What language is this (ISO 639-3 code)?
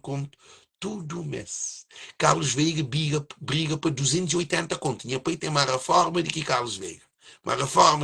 kea